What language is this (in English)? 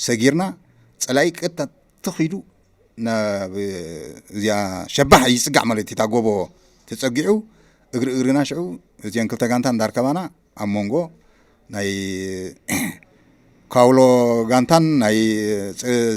Tigrinya